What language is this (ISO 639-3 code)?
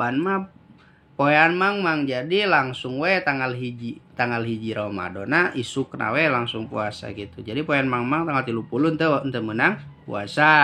sun